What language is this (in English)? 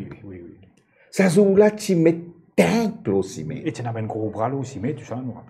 Morisyen